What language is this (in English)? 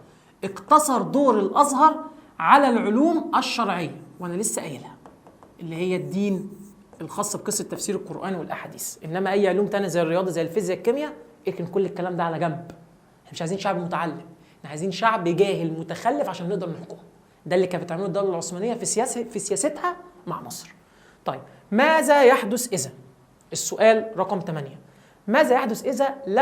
Egyptian Arabic